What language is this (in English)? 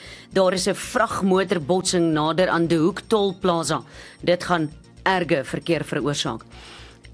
Afrikaans